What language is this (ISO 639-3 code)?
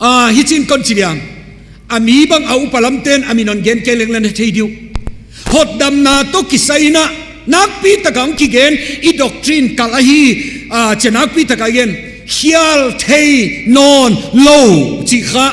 ctd